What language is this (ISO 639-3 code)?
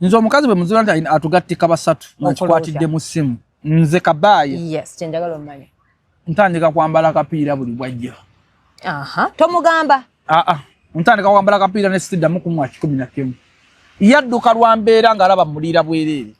lug